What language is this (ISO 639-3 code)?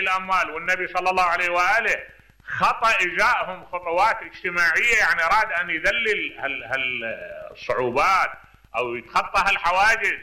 acm